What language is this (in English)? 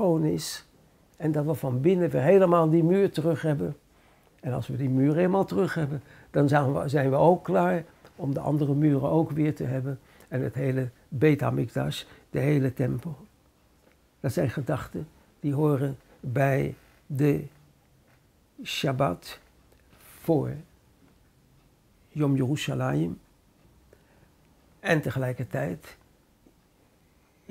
Dutch